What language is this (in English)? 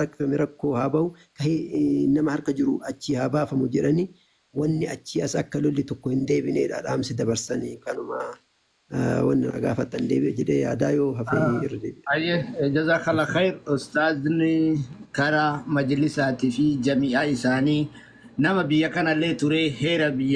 Oromo